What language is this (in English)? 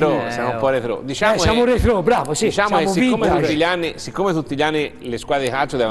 Italian